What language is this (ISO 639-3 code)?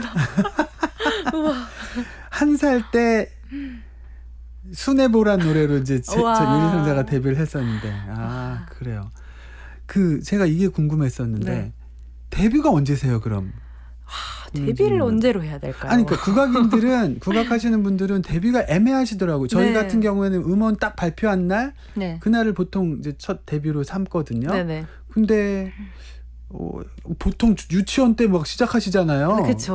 kor